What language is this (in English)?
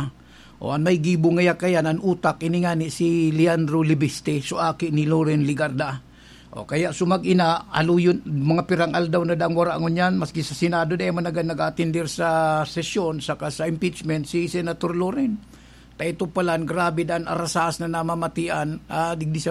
Bikol